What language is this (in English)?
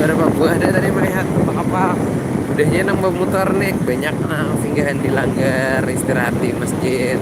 Banjar